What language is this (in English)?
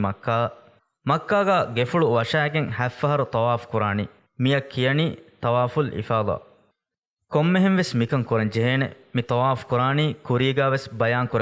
Divehi